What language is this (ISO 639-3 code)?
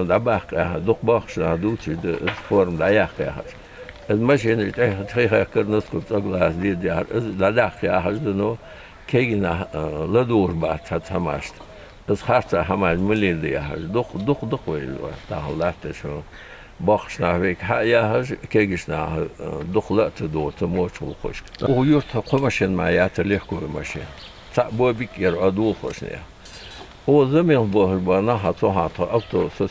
inh